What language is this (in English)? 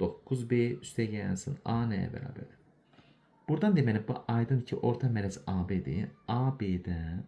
Azerbaijani